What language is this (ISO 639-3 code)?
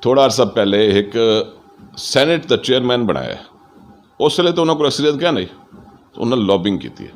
skr